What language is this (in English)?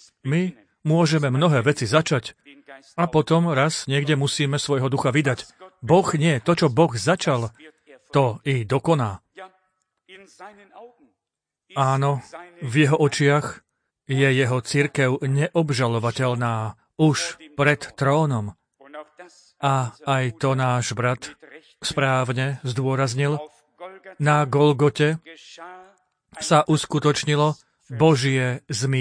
Slovak